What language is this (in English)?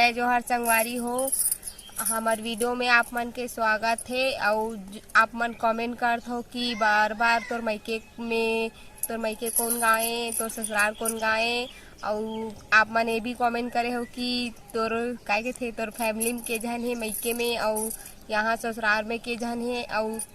Chhattisgarhi